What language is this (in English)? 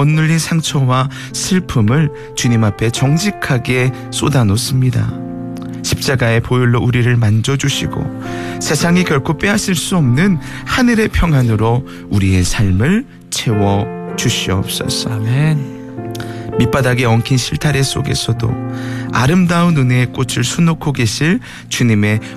Korean